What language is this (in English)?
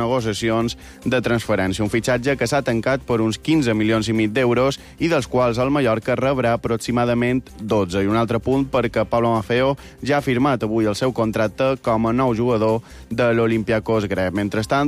Catalan